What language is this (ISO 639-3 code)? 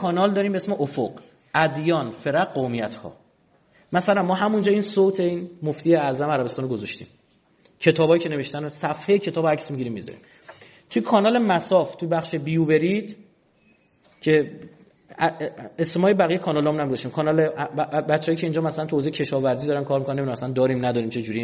fas